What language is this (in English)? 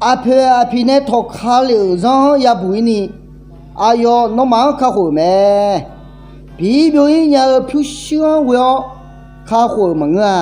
Akha